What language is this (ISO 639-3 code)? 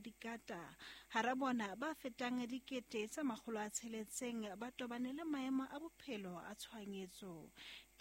sot